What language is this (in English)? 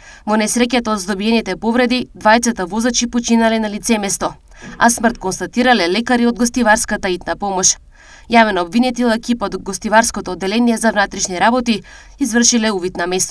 Macedonian